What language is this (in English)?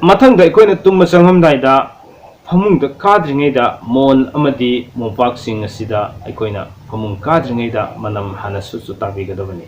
Manipuri